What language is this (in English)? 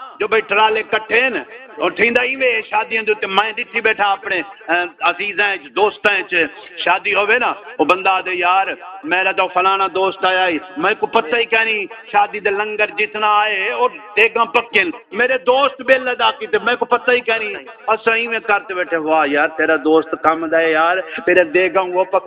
Saraiki